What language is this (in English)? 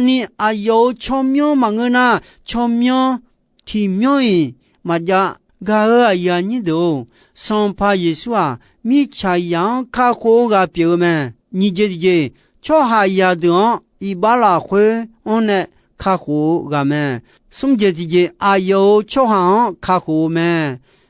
Akha